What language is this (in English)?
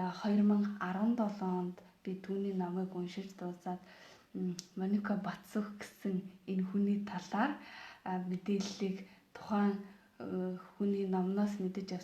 Mongolian